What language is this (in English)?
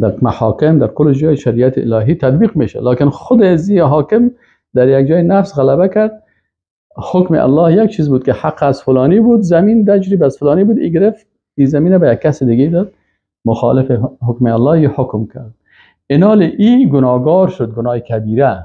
Persian